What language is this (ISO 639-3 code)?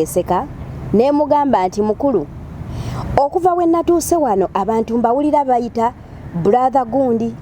lug